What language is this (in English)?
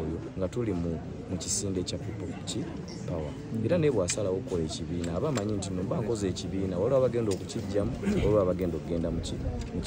Ganda